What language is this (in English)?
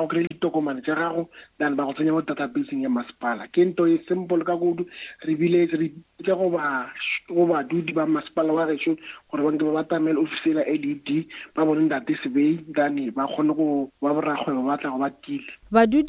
Northern Sotho